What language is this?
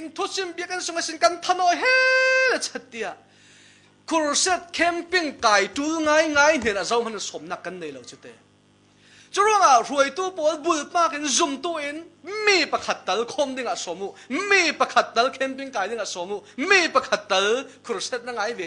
Falam Chin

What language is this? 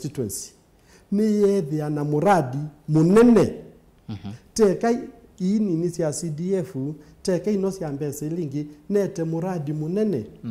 Kamba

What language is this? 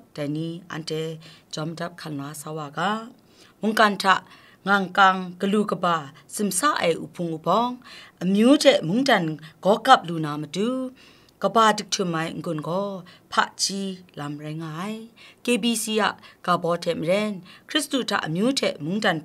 Kachin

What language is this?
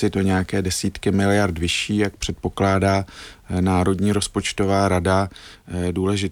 Czech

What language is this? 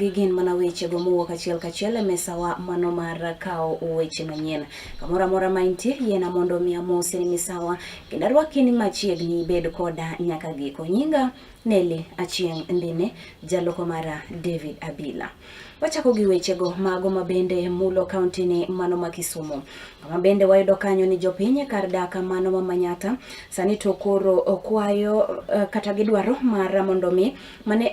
Luo (Kenya and Tanzania)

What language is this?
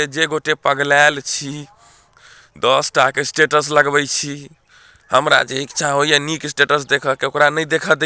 Maithili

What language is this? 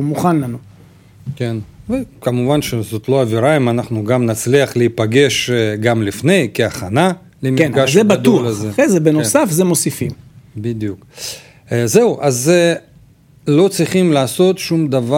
Hebrew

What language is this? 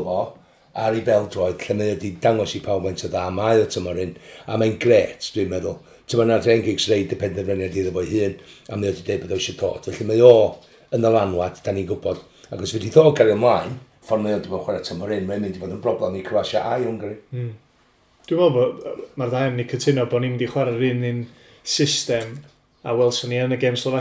Welsh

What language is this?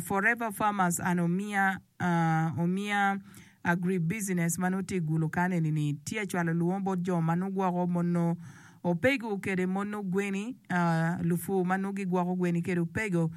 Acoli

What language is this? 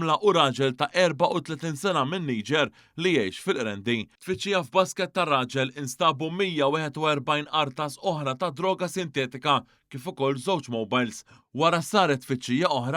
Maltese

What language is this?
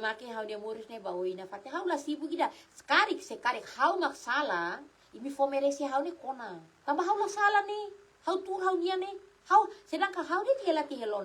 Tetum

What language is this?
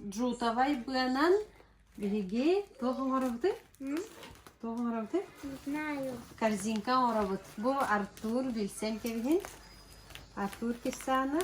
Yakut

